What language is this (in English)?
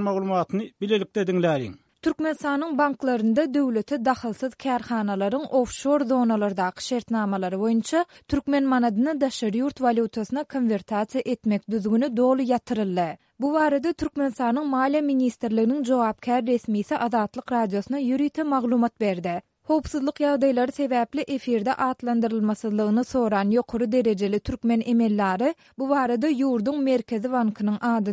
Turkmen